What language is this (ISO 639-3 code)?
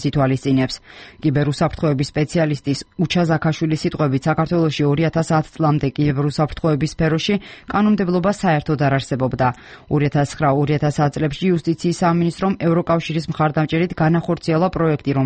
kat